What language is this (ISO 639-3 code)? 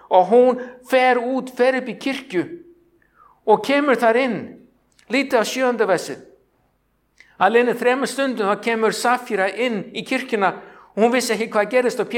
isl